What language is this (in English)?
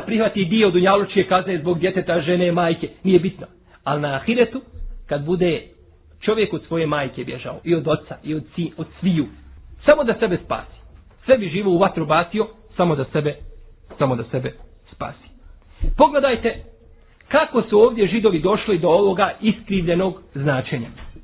Bosnian